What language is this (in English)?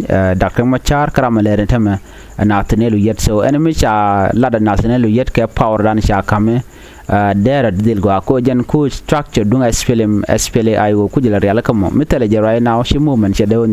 Nuer